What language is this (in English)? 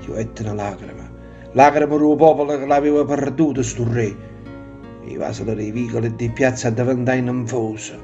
Neapolitan